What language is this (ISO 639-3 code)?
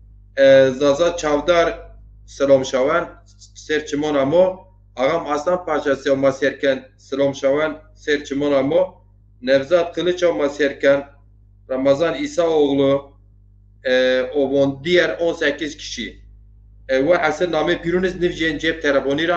zza